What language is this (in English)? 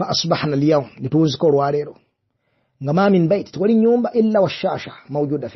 Ganda